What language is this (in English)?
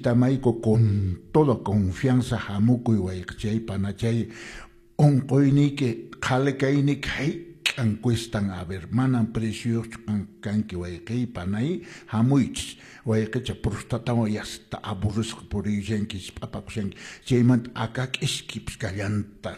Quechua